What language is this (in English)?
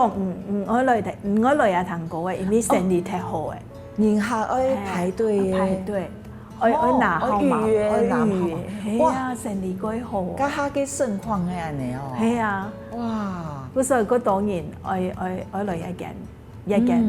Hakka Chinese